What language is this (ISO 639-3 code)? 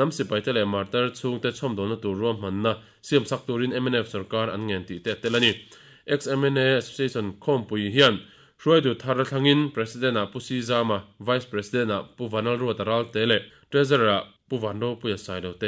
lus